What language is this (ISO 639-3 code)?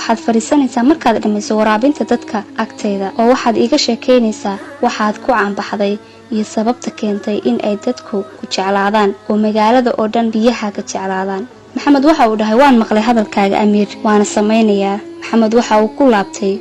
som